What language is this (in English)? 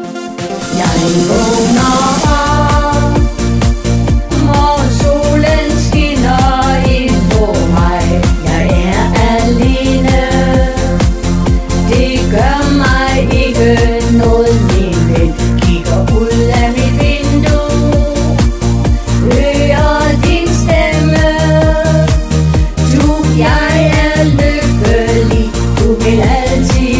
Danish